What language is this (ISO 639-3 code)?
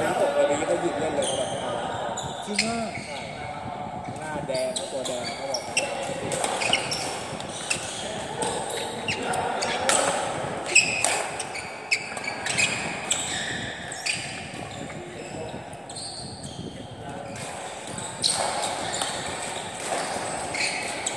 tha